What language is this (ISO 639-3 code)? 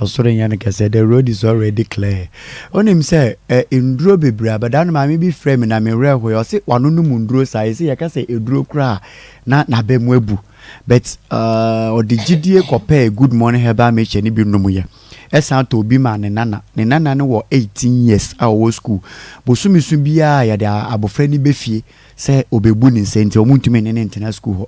aka